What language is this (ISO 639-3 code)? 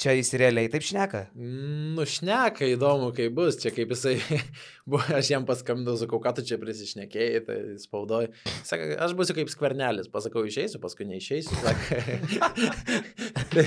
lit